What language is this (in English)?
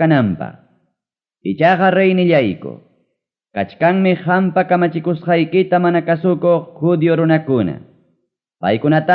Ayacucho Quechua